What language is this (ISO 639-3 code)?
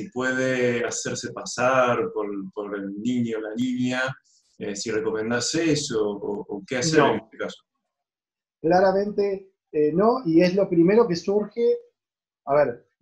spa